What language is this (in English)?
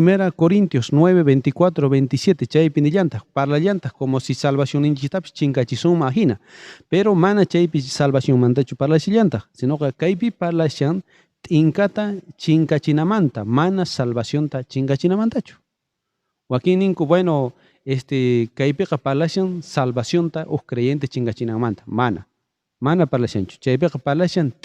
South Bolivian Quechua